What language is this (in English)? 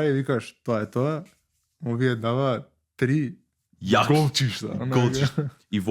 Macedonian